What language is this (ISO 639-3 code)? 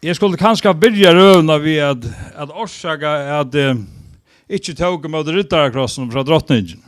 fao